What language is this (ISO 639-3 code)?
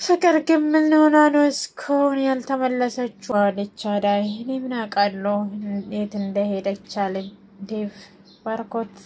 amh